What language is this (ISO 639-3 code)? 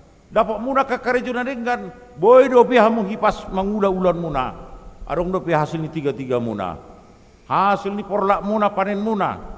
bbc